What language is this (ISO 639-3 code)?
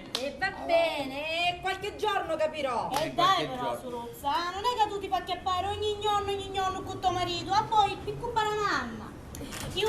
scn